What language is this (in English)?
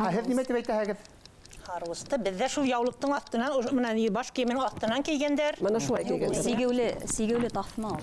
Bashkir